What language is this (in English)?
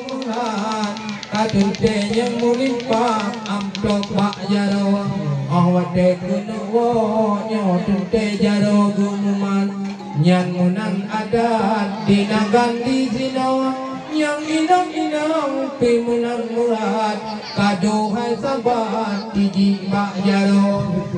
Achinese